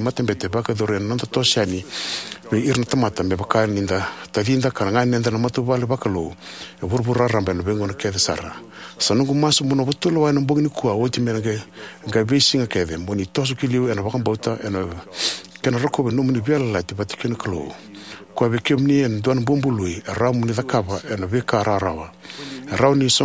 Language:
Fijian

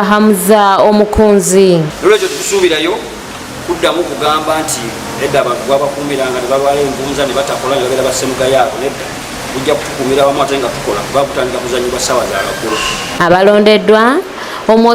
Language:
Ganda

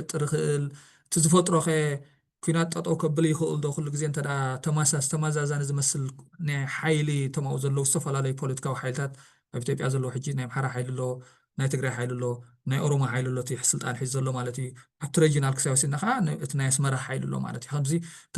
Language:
Tigrinya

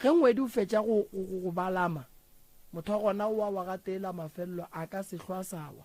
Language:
Northern Sotho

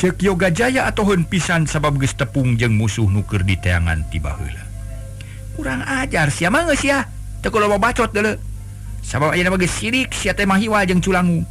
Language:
Sundanese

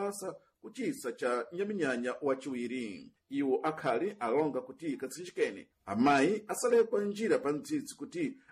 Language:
Sena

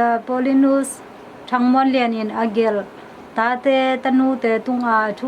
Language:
Tedim Chin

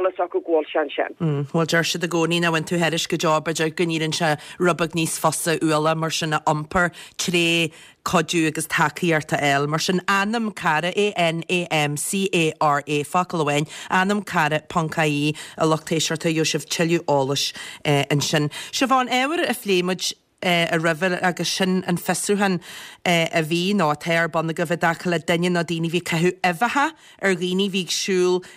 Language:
Irish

